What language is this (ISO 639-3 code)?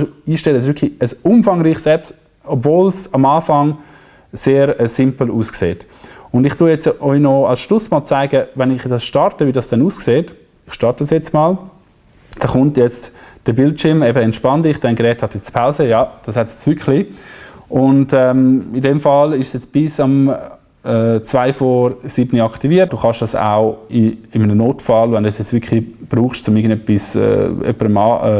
gsw